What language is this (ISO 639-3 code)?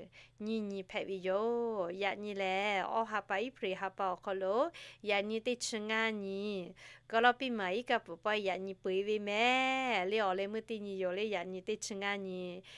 lhu